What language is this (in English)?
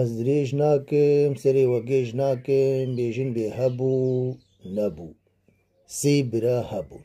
Kurdish